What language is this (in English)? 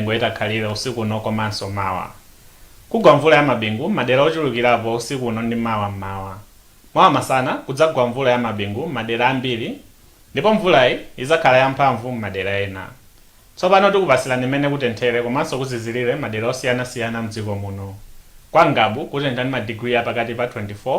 Nyanja